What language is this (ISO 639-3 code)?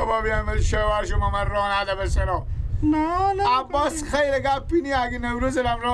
fas